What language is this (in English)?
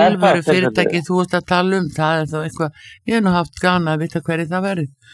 Icelandic